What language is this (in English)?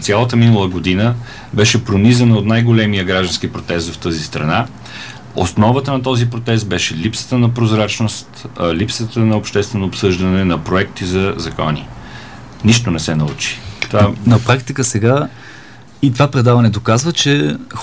Bulgarian